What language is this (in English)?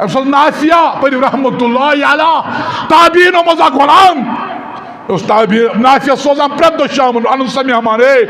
Kashmiri